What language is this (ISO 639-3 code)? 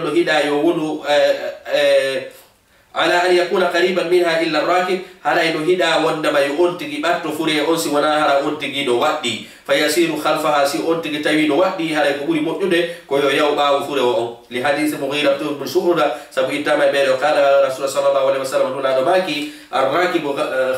ful